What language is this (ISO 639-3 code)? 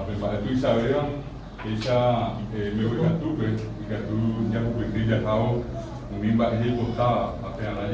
grn